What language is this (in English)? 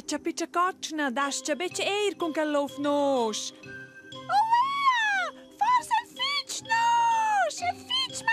Romansh